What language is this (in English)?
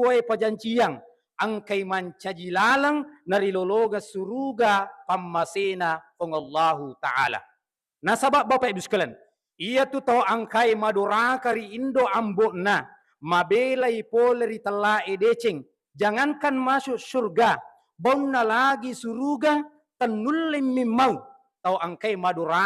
Buginese